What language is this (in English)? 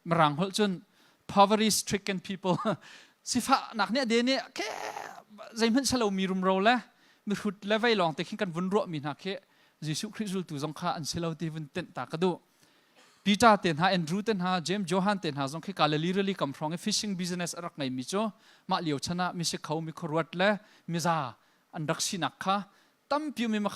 Hakha Chin